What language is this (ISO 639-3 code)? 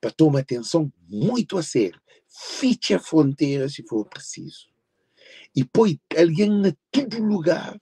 kea